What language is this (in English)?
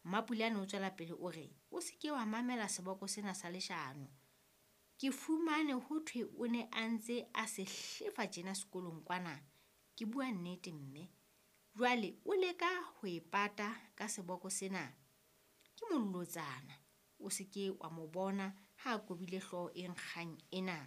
Southern Sotho